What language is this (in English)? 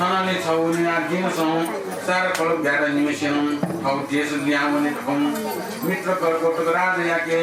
Newari